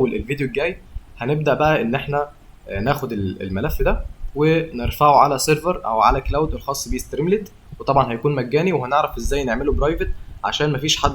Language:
Egyptian Arabic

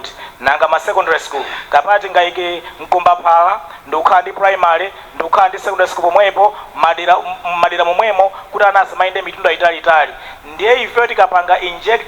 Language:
Nyanja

